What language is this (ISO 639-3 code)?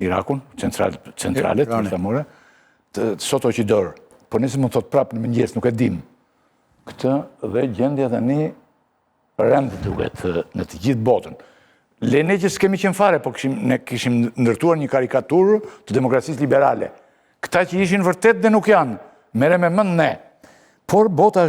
sqi